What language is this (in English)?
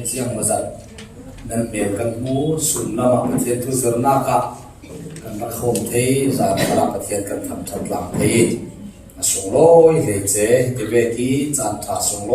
Falam Chin